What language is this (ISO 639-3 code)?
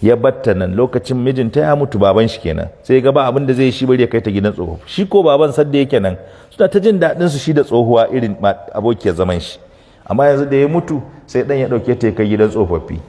hau